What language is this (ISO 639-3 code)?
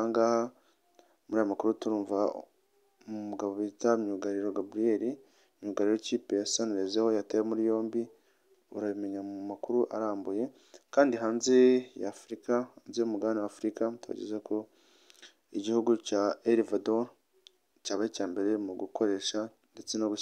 kin